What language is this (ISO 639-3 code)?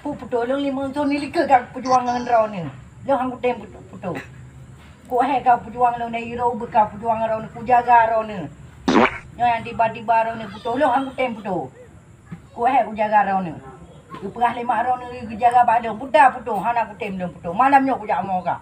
ace